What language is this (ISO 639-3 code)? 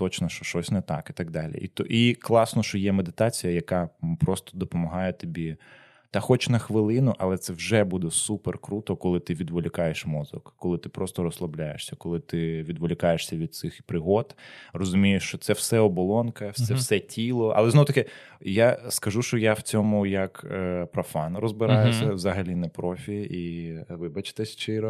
ukr